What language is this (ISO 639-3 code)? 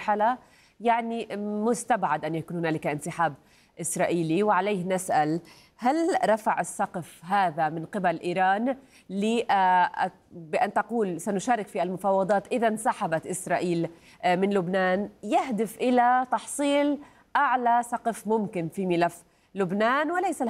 ara